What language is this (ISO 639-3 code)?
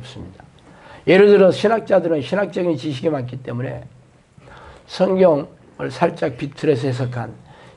kor